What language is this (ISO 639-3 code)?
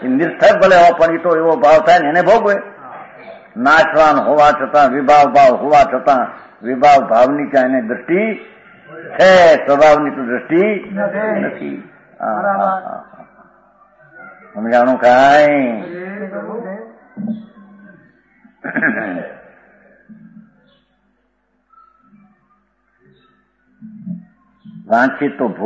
guj